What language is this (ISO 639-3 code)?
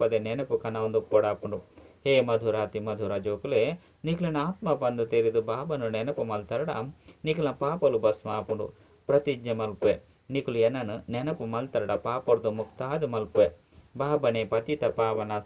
tcy